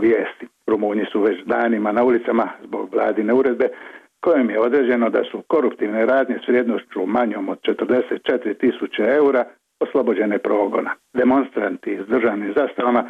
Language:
Croatian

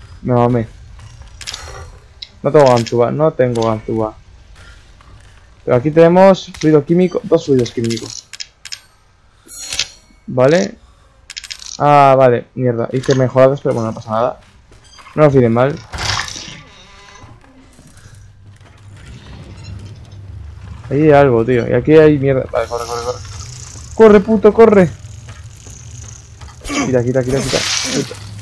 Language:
Spanish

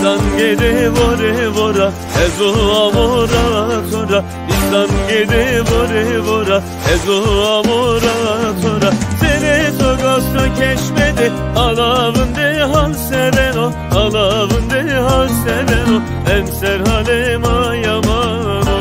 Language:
Zaza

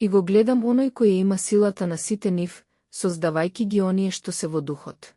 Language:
Macedonian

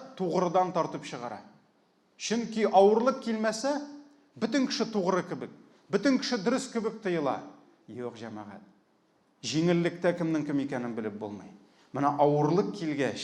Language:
Tatar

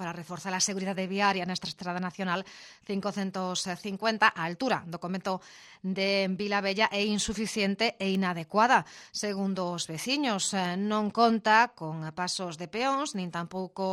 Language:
Galician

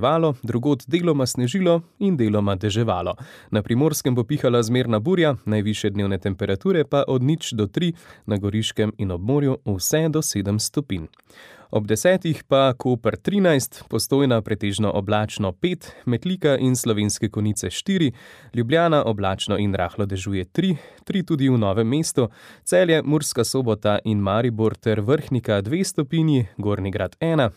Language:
Slovenian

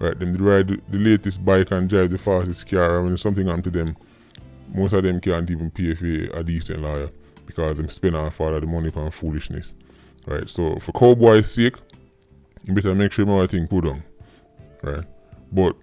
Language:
Jamaican Creole English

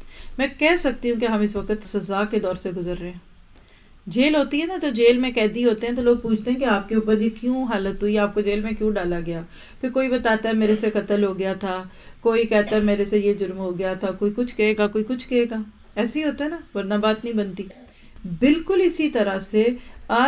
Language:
Urdu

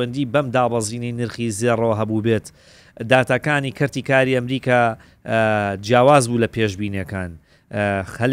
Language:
Central Kurdish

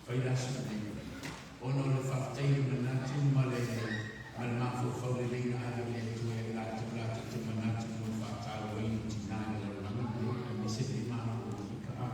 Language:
Samoan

